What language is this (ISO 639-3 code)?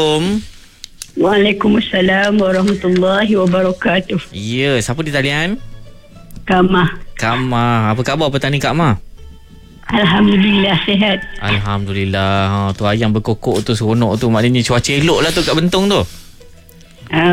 msa